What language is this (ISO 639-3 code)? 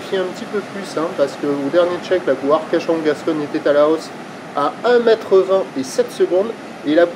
fra